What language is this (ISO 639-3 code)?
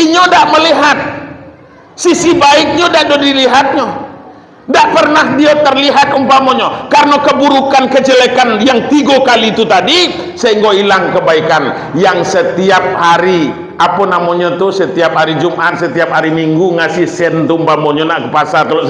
min